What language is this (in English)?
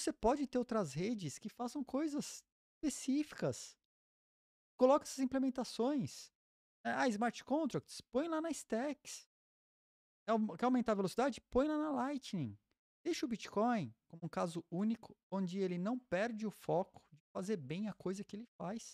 Portuguese